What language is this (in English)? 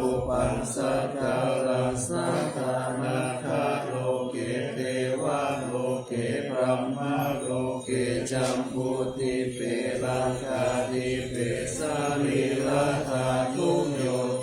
Pali